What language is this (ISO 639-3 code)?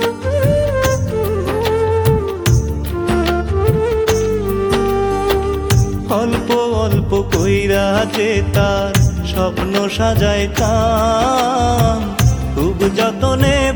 ben